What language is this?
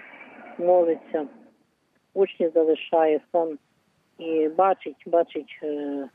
Ukrainian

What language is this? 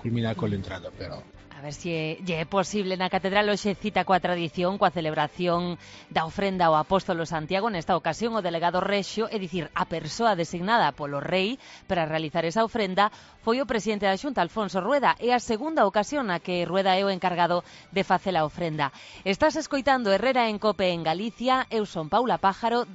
Galician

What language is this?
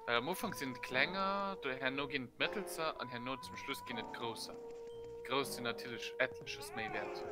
Luxembourgish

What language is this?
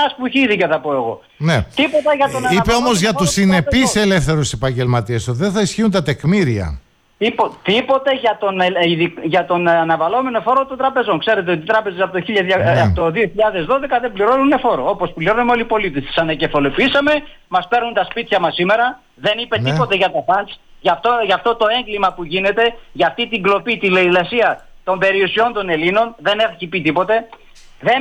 Greek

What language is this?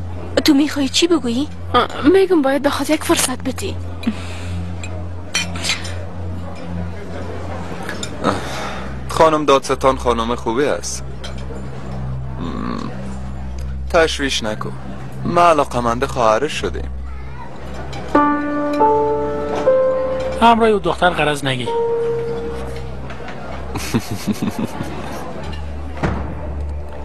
Persian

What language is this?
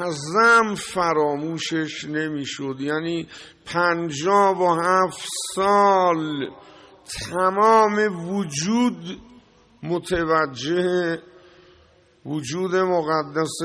Persian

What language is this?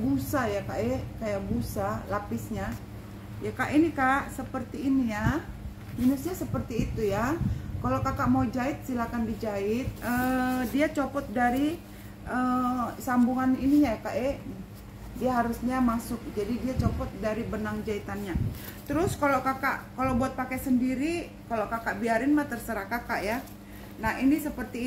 Indonesian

